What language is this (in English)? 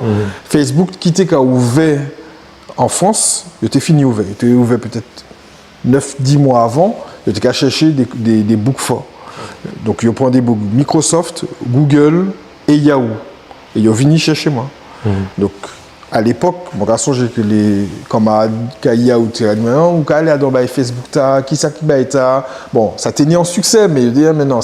Guadeloupean Creole French